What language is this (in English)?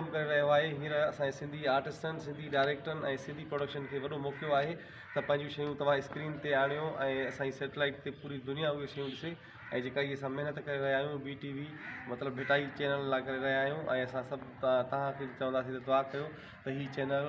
Sindhi